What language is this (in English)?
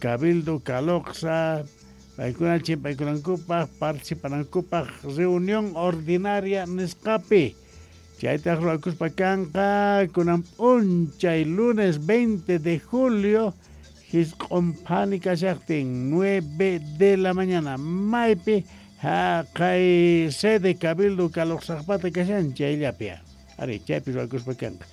Quechua